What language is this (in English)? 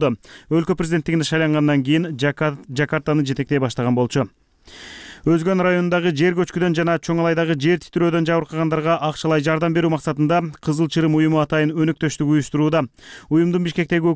Kyrgyz